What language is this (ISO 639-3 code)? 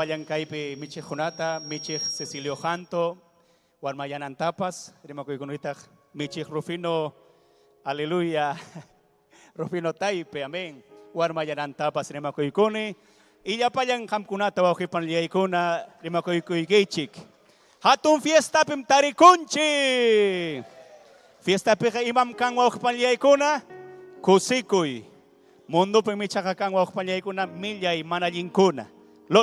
quy